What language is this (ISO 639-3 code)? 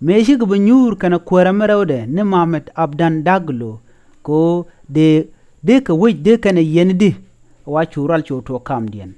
nus